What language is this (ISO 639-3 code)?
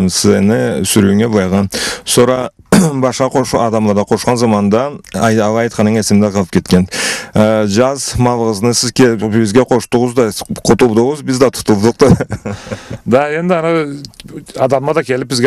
krc